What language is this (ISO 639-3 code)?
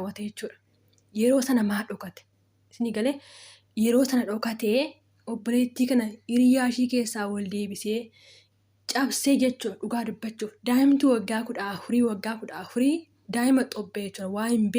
orm